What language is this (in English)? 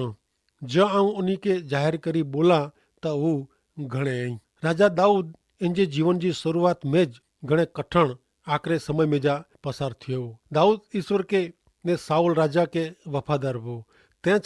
Kachhi